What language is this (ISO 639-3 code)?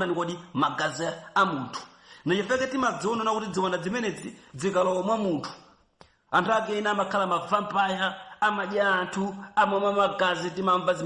nya